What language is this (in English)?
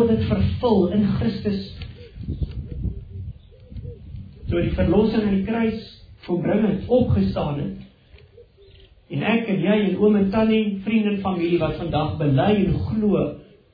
Afrikaans